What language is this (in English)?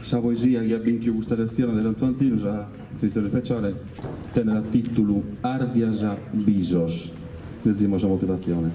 Sardinian